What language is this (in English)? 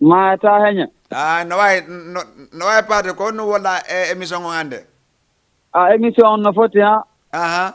Fula